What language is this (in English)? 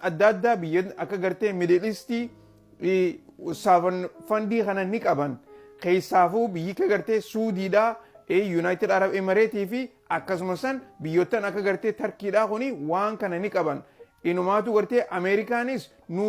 Oromo